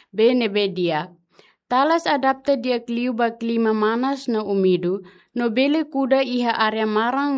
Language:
Tetum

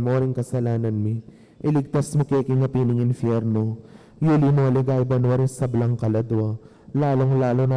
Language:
Pampanga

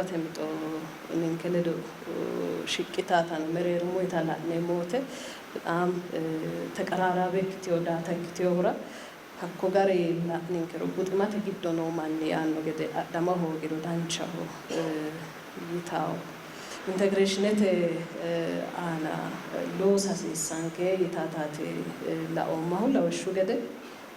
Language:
Sidamo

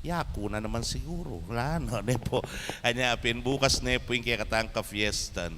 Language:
Pampanga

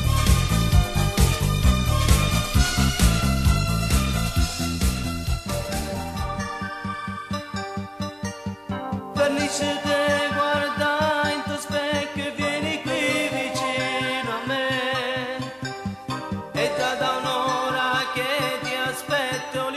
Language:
Italian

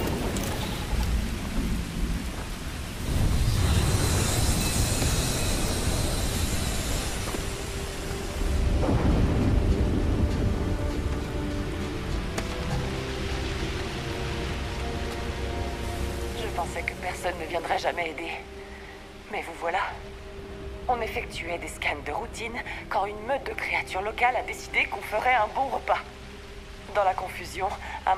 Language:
French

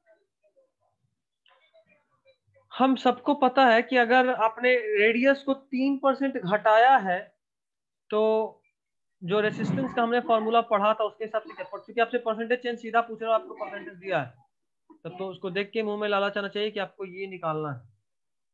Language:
Hindi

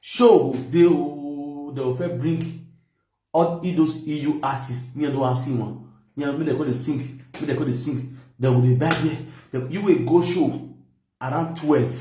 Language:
Nigerian Pidgin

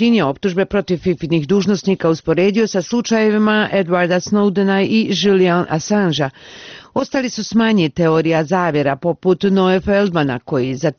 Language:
Croatian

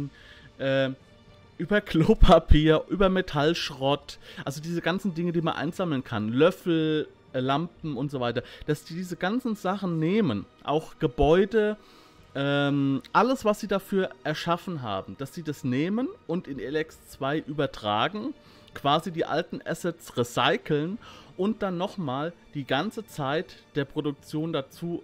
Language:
German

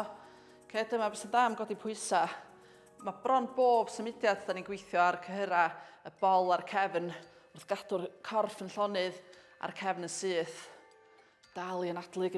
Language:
Welsh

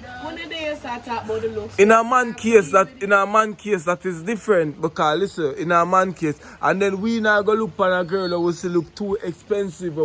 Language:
Jamaican Creole English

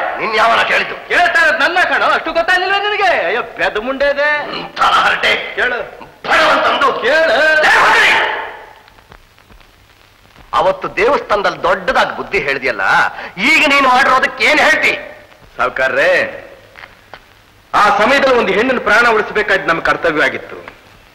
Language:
Kannada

